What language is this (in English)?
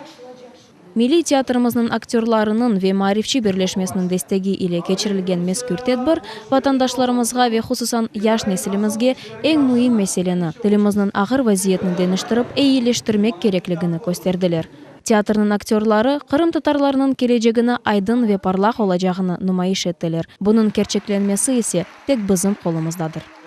Crimean Tatar